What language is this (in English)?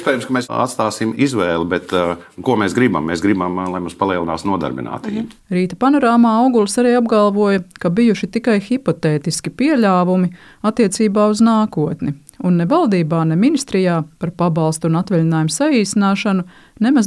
Latvian